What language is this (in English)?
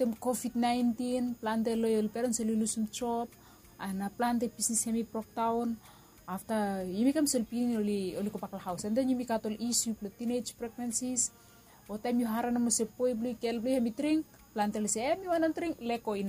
Bislama